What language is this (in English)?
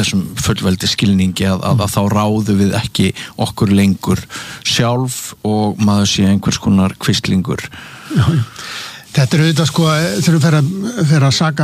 Icelandic